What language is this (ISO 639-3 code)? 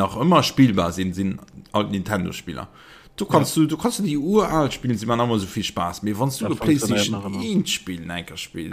ltz